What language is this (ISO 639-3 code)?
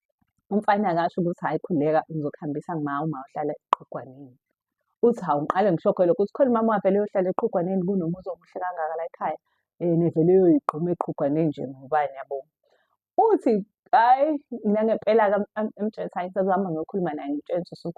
zul